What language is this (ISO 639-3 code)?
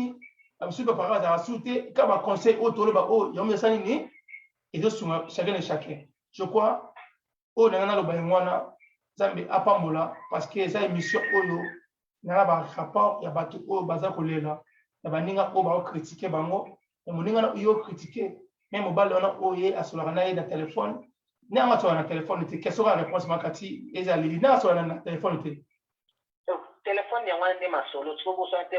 lin